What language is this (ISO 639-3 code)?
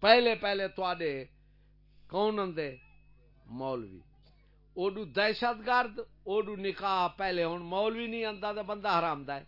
skr